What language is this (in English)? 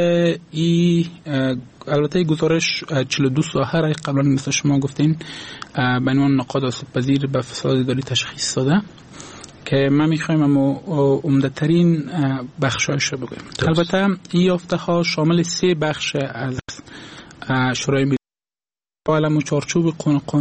Persian